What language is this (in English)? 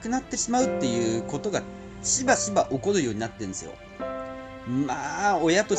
Japanese